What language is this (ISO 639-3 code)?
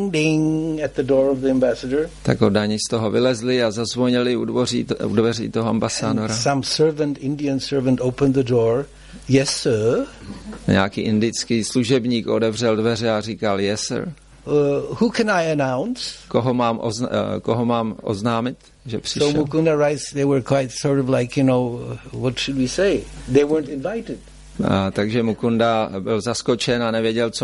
ces